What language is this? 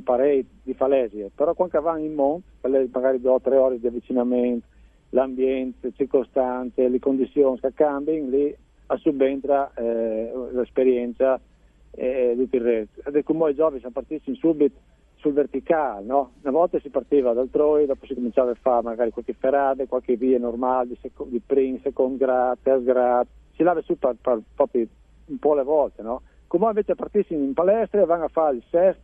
Friulian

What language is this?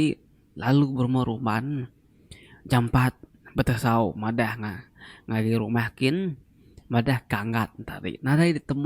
Iban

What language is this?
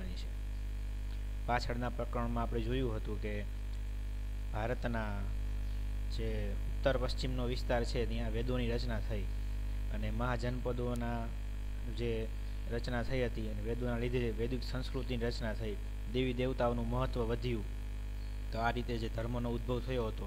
Gujarati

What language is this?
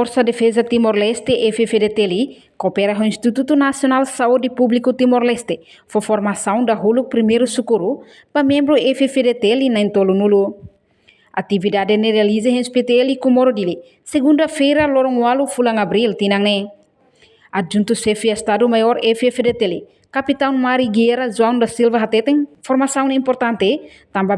Tetum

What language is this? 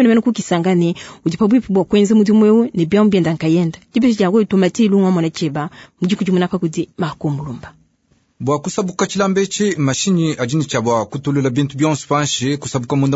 Luba-Lulua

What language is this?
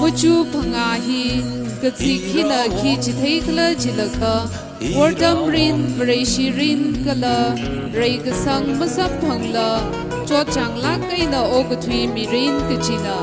Tangkhul Naga (India)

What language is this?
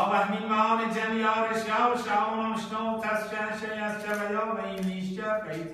Persian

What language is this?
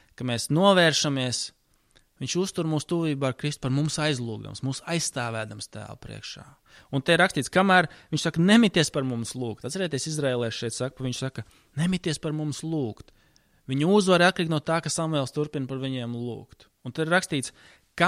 Latvian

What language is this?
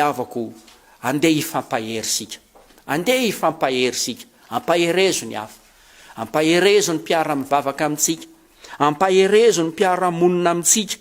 Malagasy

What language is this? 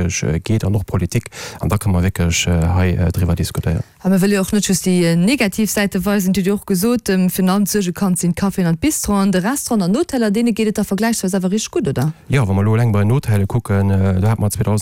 Luxembourgish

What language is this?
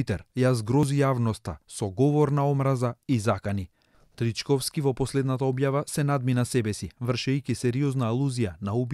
Macedonian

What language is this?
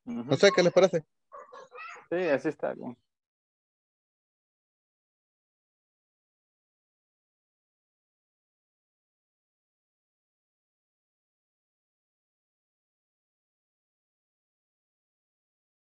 Spanish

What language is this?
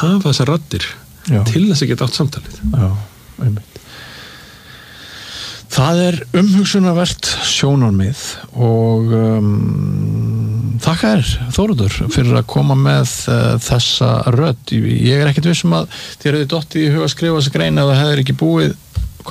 Icelandic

